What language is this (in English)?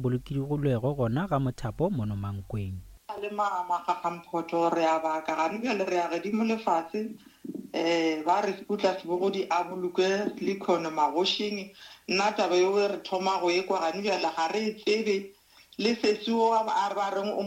Northern Sotho